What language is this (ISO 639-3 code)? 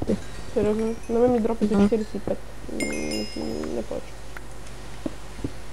bul